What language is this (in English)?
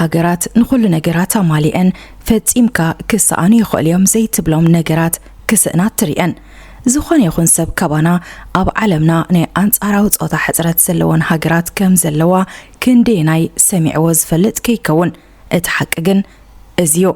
Tigrinya